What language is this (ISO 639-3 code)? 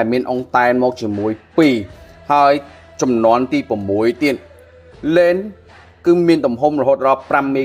khm